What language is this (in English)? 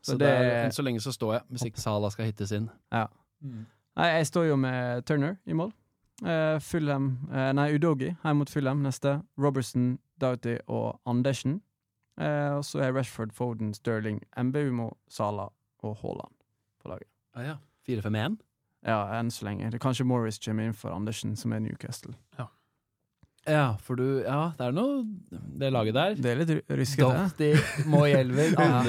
Norwegian